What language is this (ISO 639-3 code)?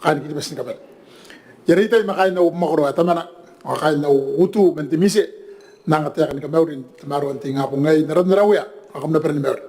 gil